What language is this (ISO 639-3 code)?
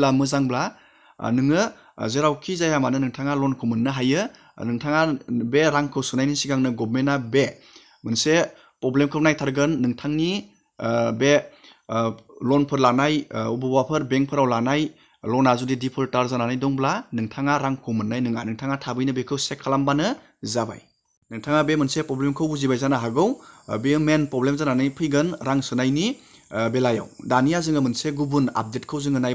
brx